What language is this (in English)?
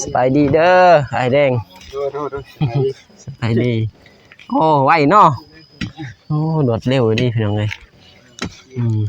Lao